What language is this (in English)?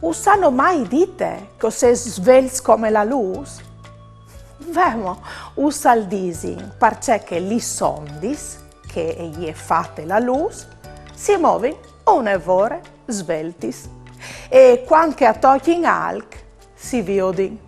Friulian